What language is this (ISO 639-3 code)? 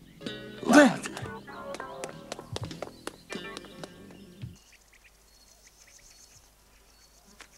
rus